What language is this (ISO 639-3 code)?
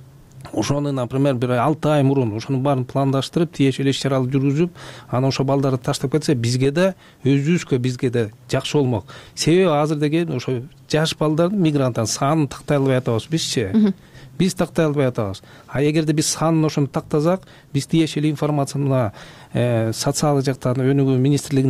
kir